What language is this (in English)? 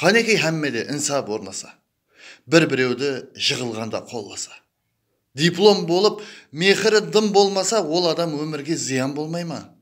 Kara-Kalpak